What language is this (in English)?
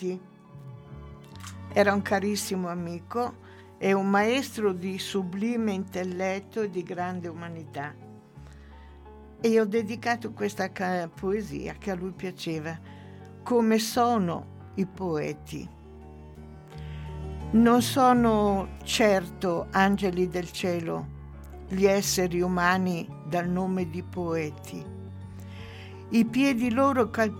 Italian